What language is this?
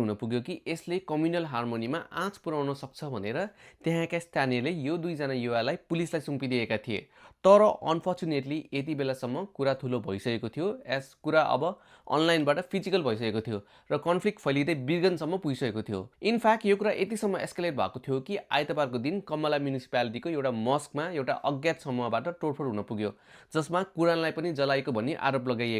Nepali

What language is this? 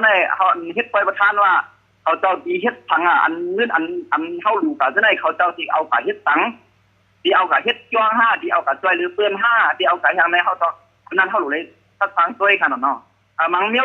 Shan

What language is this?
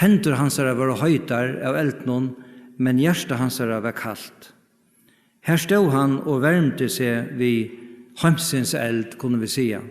Faroese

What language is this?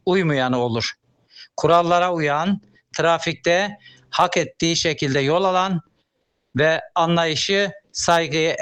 Turkish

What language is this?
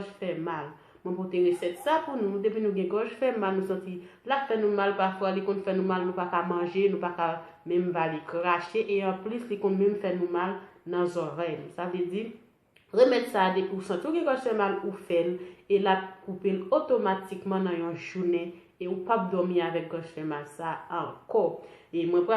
Haitian Creole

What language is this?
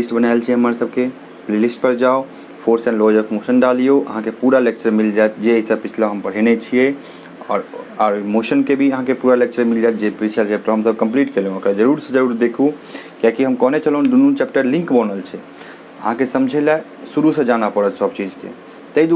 Maithili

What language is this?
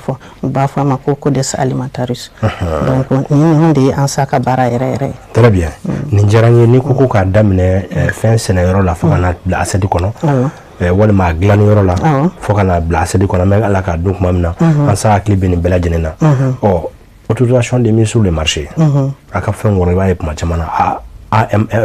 Bambara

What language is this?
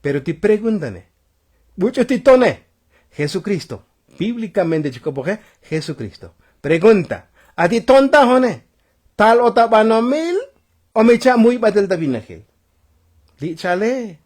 Tzotzil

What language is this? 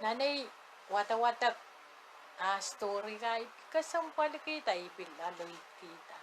Pohnpeian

